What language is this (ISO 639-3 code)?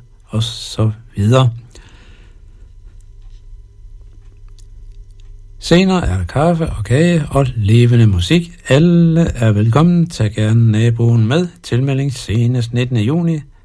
dan